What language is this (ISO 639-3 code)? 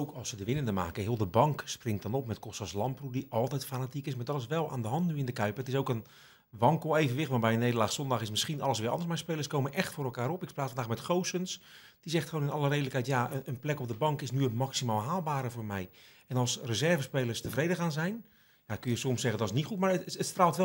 nld